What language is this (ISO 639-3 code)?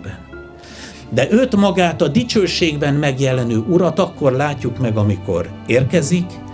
hun